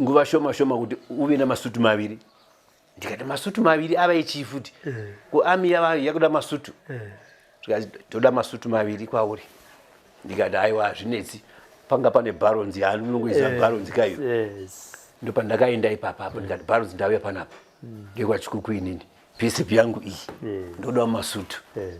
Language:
Shona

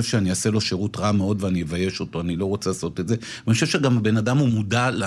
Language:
Hebrew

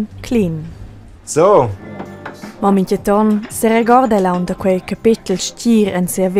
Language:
Romansh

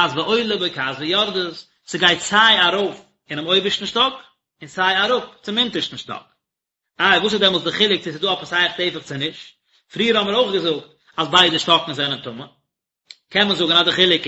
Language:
Yiddish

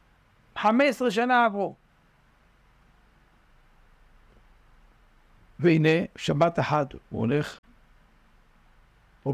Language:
Hebrew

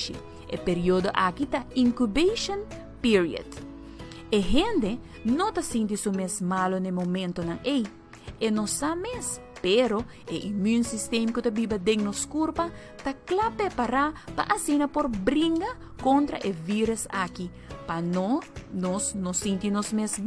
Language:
Papiamento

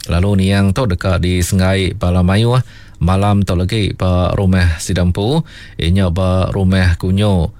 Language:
Iban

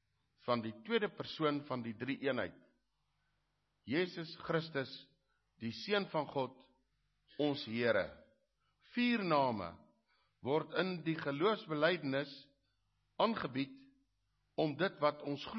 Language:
Afrikaans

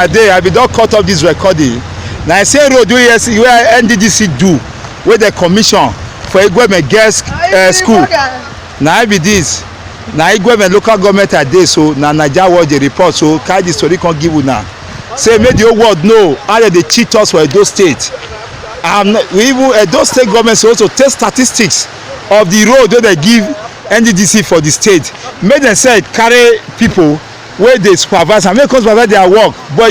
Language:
Nigerian Pidgin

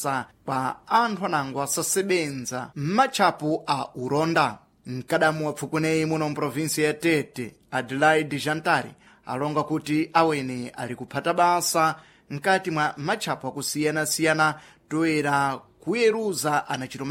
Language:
Sena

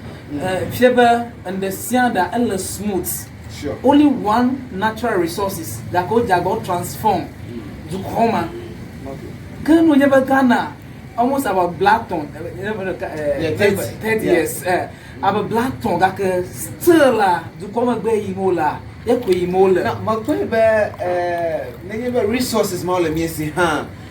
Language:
Ewe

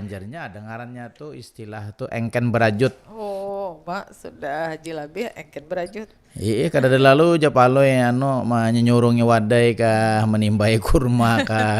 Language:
Banjar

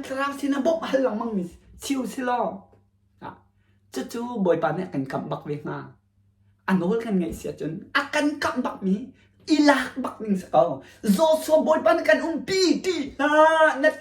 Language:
Hakha Chin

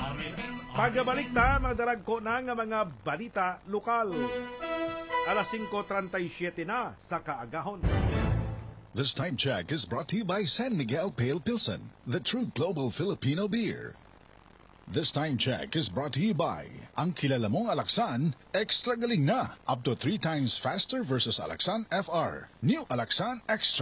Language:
Hiligaynon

